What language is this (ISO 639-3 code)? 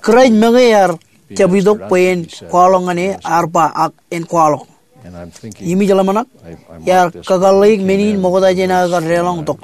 mah